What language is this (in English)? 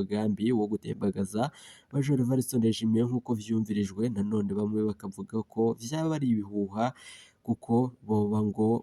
Rundi